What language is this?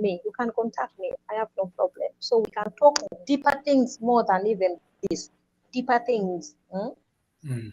Acoli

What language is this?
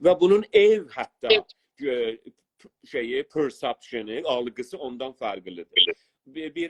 South Azerbaijani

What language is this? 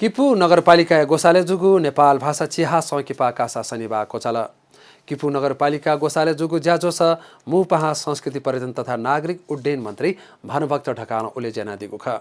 Newari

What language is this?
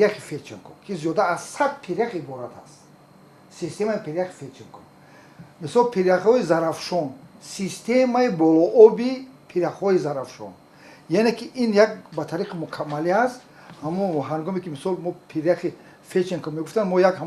Tajik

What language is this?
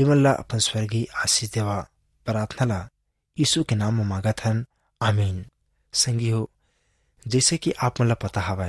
Chhattisgarhi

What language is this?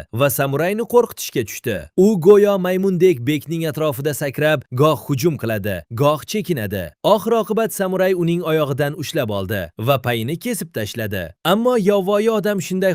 Uzbek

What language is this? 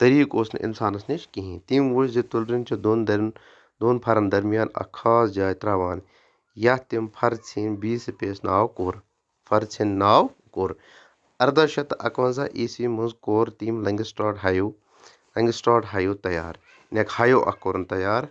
Kashmiri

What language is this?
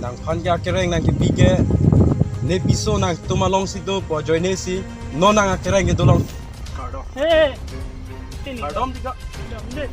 Karbi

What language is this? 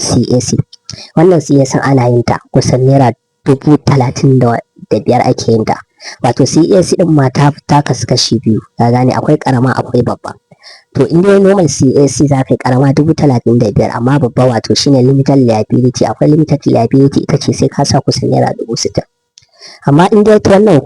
Hausa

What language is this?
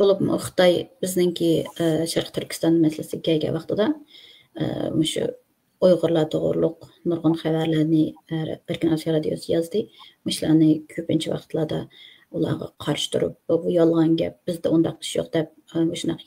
Uyghur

